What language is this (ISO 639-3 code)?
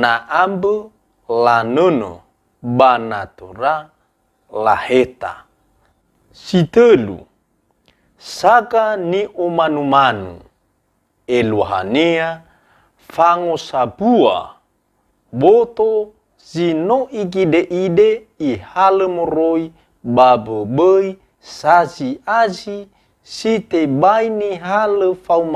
nia